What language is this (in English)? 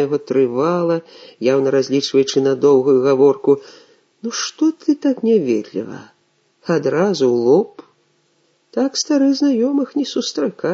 Belarusian